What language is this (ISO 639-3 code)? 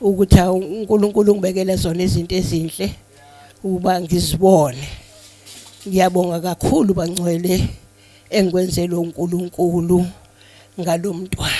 zul